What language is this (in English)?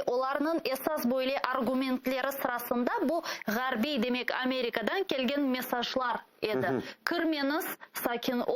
Crimean Tatar